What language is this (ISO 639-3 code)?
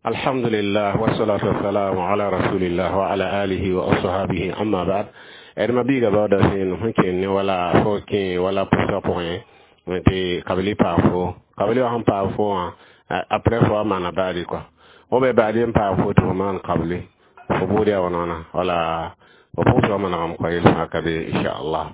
mos